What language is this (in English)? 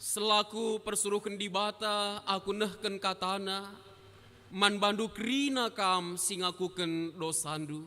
Batak Karo